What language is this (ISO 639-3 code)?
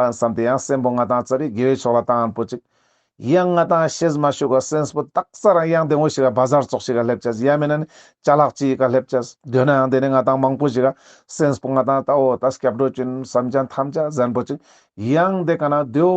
lbj